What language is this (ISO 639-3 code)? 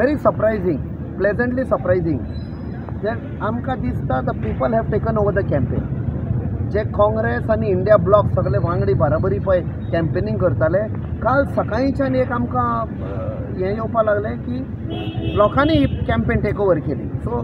kok